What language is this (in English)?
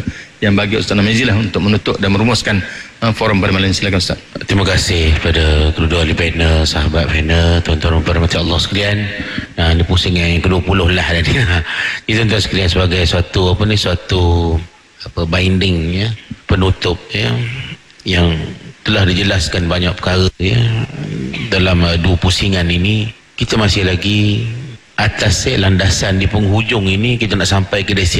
Malay